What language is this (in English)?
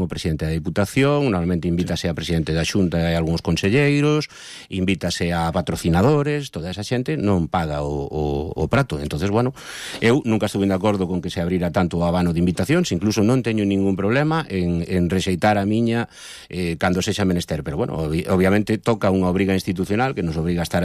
Galician